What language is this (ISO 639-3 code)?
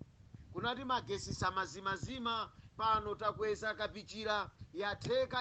nya